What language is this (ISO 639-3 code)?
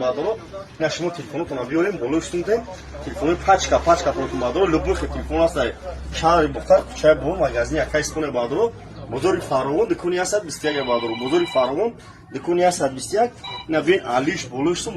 tgk